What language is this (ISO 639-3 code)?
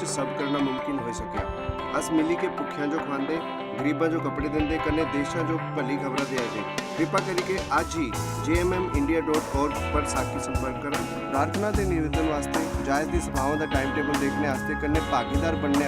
doi